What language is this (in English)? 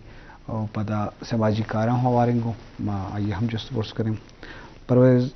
Eastern Balochi